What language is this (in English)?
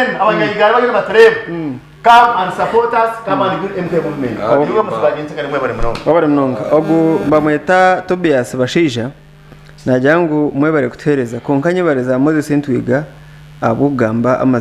Nyankole